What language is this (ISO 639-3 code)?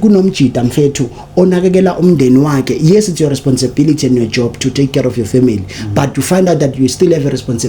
zul